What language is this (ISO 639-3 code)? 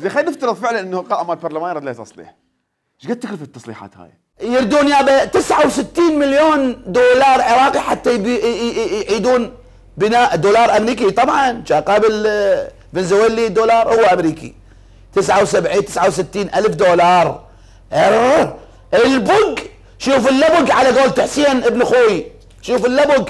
acm